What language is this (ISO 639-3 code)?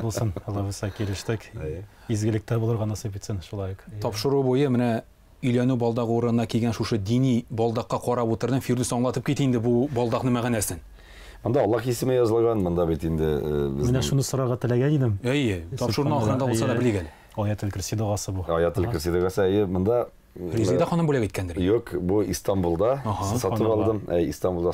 tat